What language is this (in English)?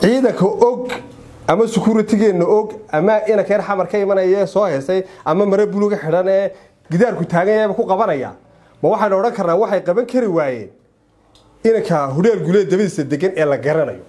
Somali